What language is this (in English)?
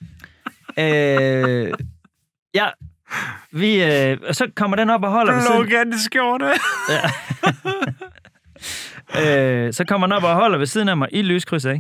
Danish